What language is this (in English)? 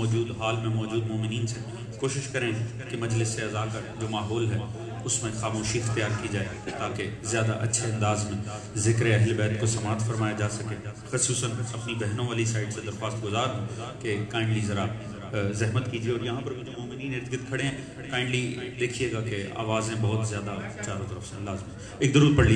Urdu